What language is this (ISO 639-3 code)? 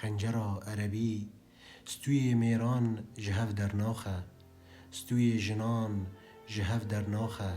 kur